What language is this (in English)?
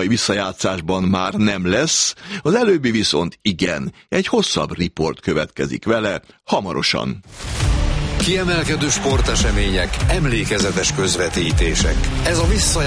Hungarian